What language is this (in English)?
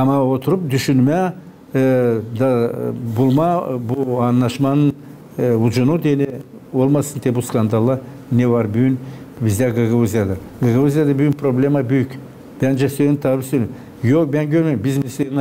Gagauz